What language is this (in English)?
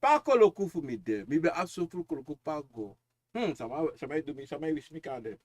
Sranan Tongo